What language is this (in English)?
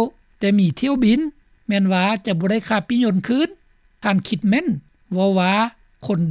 Lao